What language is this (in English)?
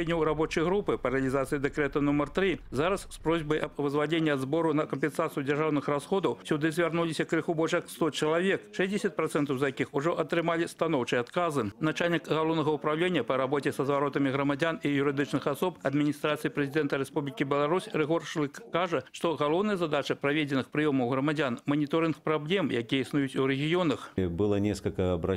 Belarusian